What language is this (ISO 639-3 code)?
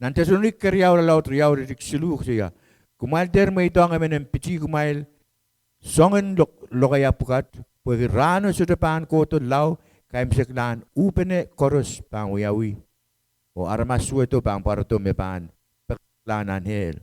pon